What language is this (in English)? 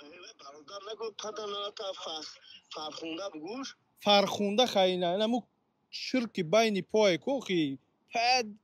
Tajik